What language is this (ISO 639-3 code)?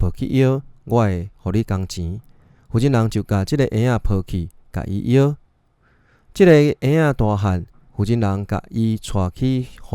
nan